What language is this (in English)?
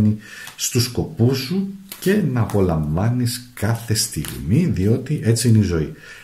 Greek